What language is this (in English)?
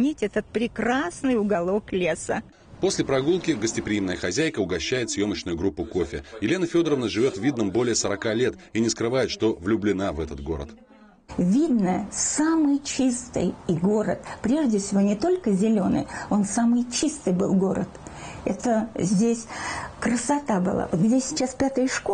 Russian